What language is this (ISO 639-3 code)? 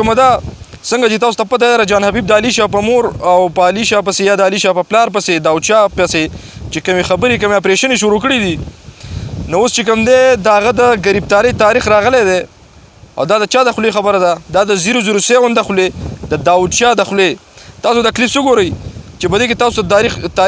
pus